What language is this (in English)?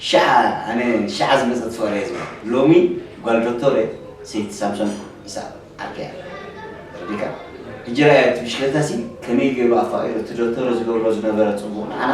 Tigrinya